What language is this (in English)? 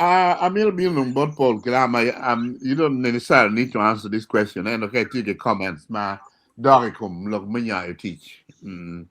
Acoli